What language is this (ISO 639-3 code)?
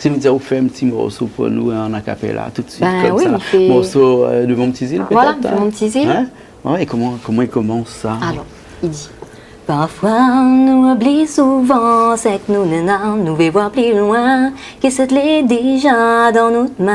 rcf